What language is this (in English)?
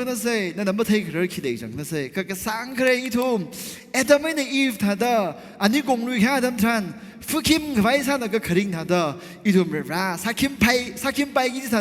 Tangkhul Naga (India)